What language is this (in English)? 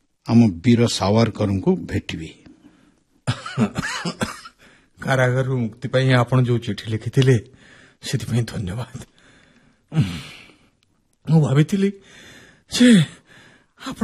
Odia